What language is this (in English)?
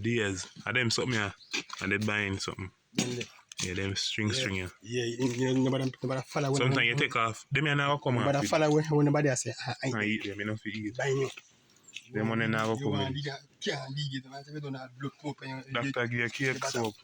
Jamaican Creole English